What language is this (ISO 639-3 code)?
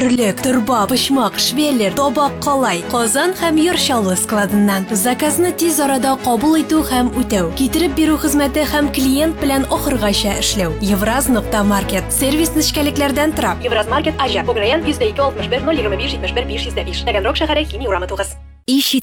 tat